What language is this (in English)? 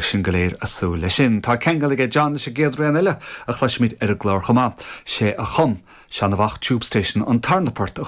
Irish